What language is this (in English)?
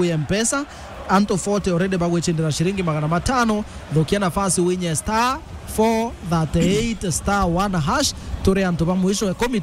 Meru